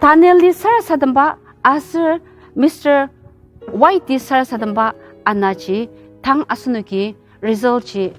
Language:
Ao Naga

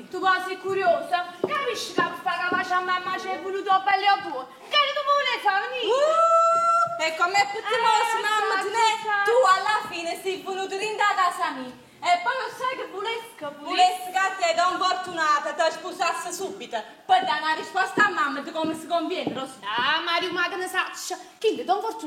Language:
Neapolitan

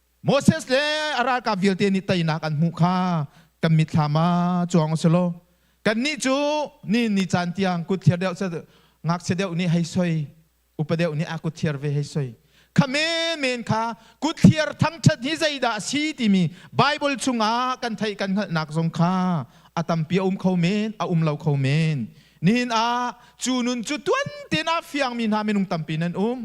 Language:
Hakha Chin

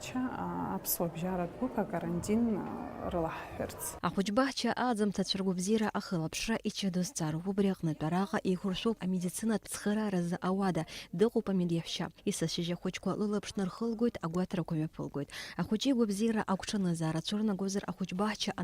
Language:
Abkhazian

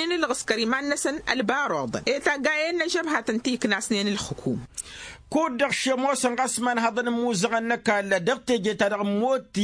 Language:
Tamasheq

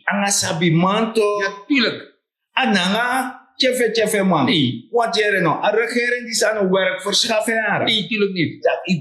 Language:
Sranan Tongo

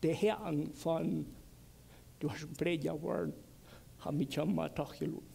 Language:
Plautdietsch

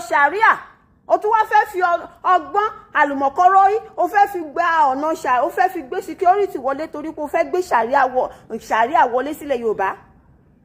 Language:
Yoruba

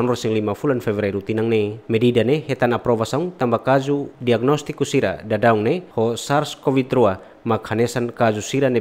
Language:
Tetum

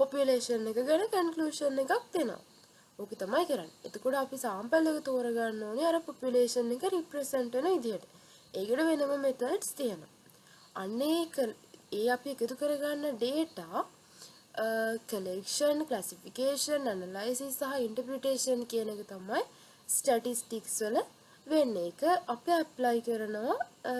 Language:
Sinhala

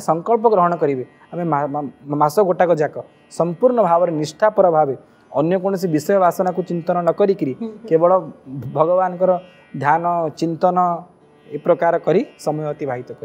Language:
Odia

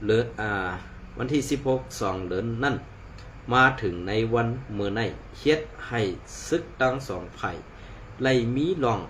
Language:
Shan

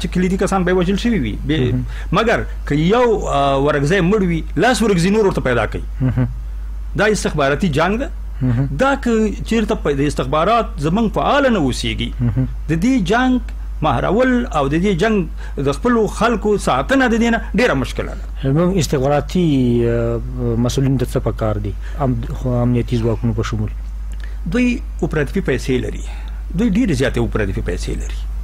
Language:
Pashto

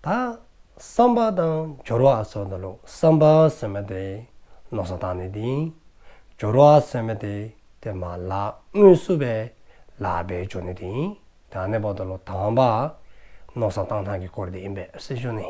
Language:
Dzongkha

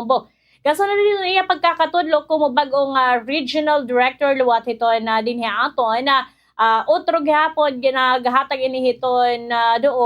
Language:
Waray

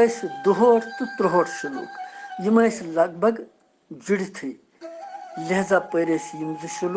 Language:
Kashmiri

